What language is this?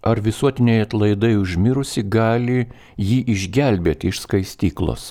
Lithuanian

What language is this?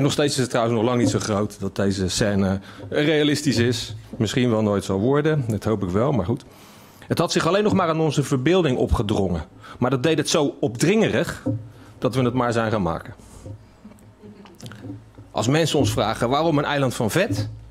Dutch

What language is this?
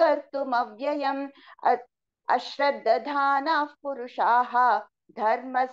Sanskrit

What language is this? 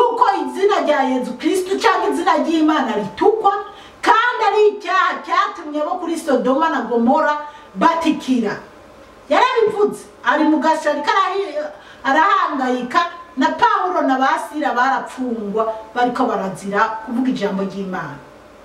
Rundi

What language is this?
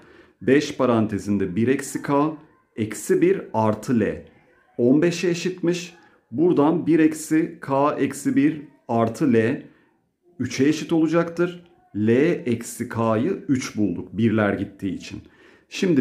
Turkish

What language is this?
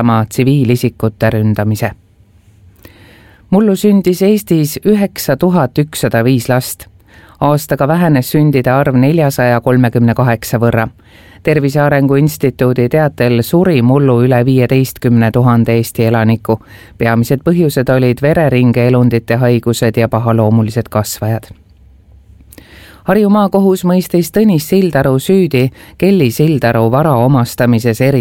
Estonian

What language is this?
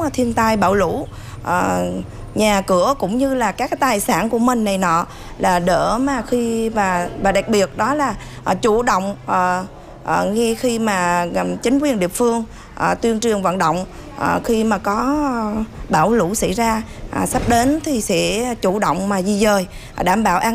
Vietnamese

